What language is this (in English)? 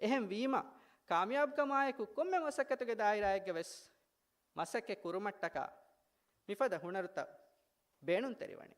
Divehi